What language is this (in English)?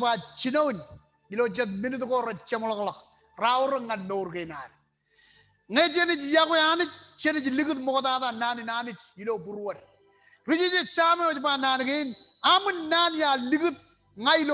Marshallese